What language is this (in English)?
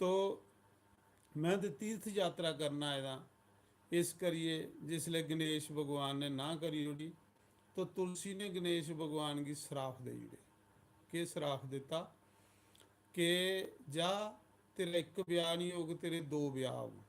Dogri